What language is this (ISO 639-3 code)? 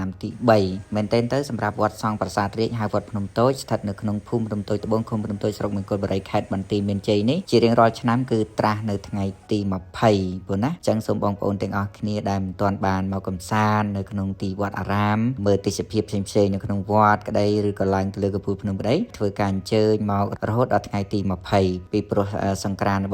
khm